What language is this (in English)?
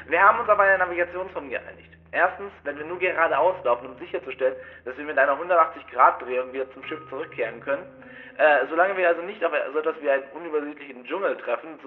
German